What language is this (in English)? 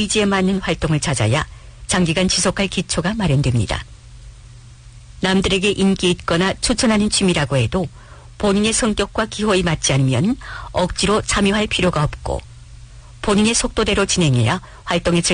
Korean